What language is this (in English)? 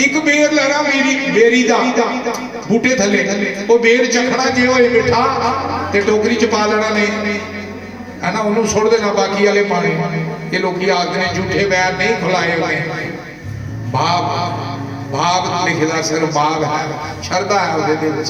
Dogri